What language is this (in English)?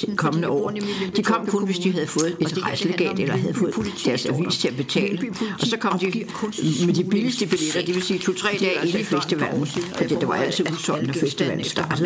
Danish